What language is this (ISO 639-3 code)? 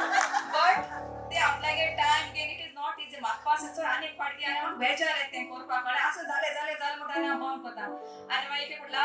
kok